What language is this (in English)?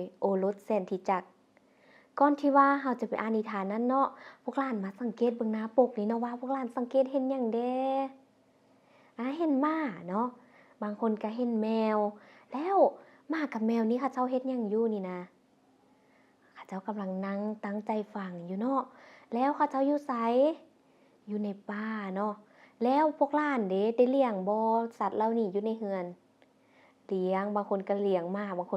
Lao